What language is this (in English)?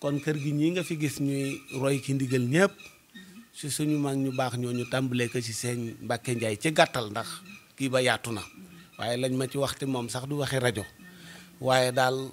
Wolof